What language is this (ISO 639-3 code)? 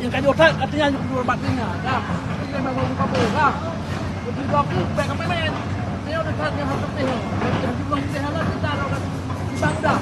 ace